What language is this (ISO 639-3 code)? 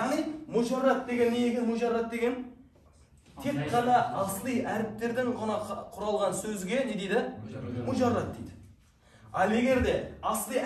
kaz